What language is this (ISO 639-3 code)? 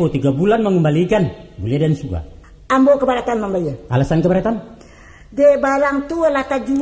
min